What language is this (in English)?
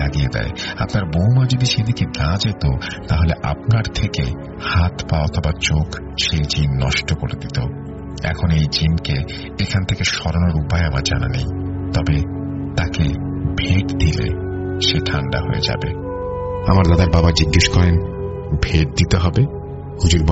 Bangla